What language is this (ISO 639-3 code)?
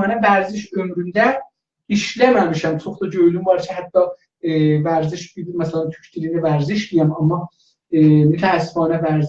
azb